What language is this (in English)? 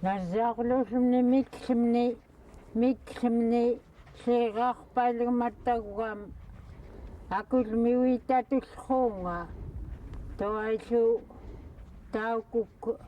Central Yupik